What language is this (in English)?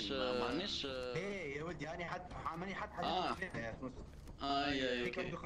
Tunisian Arabic